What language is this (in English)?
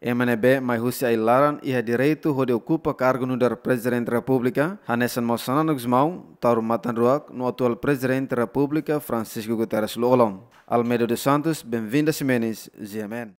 Tetum